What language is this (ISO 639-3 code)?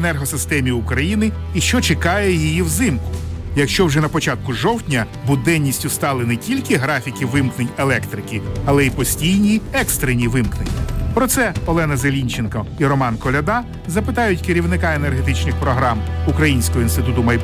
ukr